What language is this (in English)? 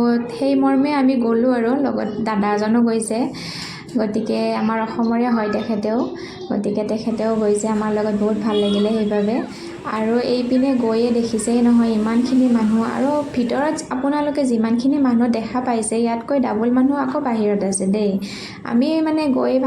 Assamese